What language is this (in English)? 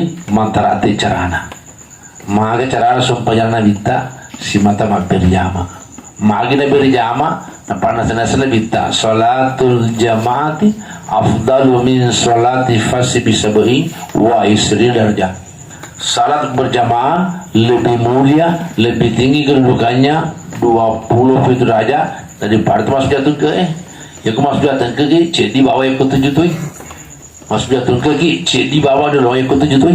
Buginese